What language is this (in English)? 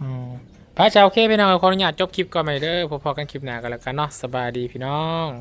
Lao